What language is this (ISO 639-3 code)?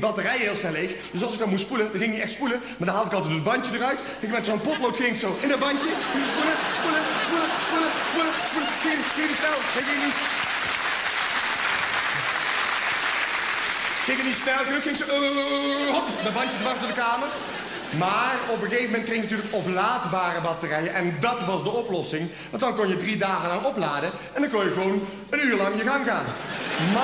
nld